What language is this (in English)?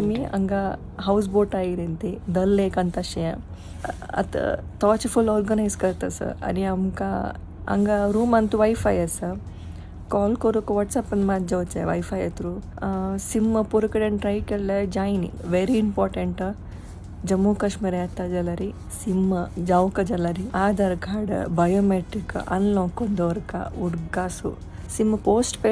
Konkani